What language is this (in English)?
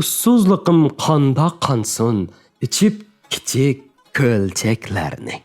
Uyghur